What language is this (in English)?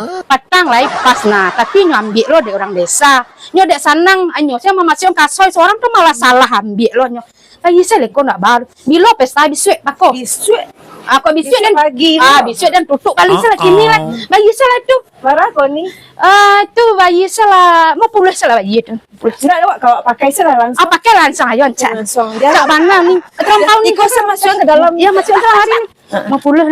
Minangkabau